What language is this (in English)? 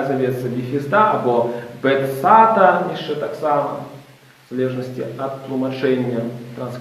Belarusian